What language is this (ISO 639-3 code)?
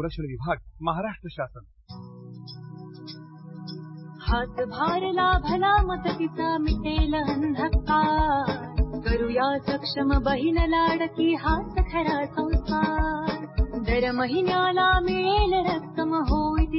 mar